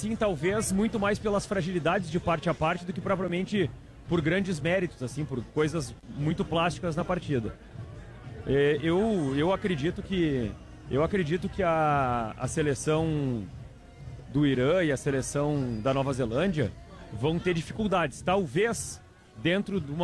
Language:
Portuguese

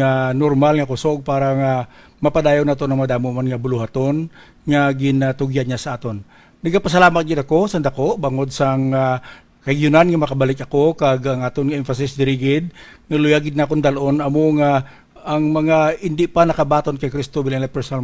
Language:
Hiligaynon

